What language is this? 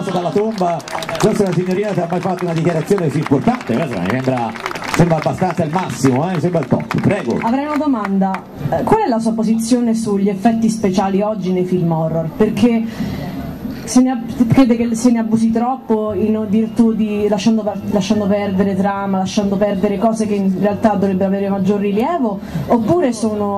Italian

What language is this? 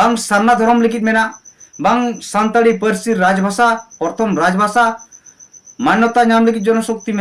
Santali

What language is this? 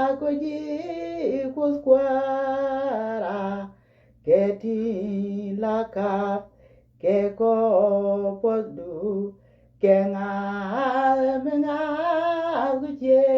Nuer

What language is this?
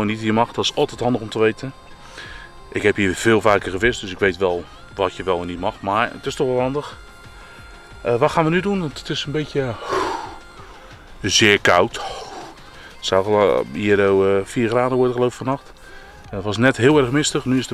Dutch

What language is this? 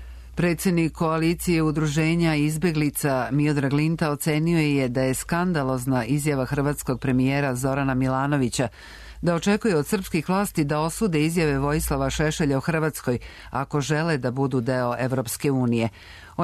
Serbian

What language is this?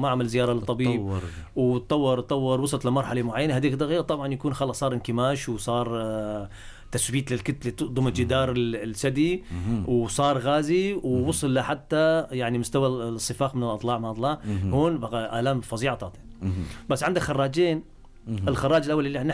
North Levantine Arabic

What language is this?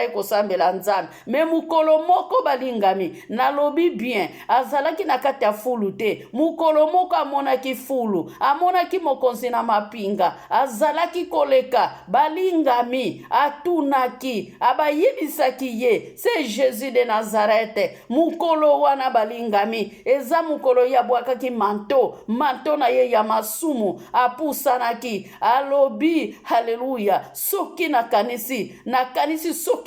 Lingala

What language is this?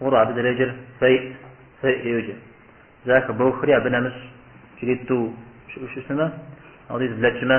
Kabardian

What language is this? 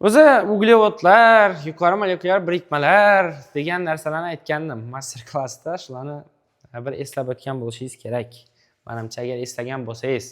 Uzbek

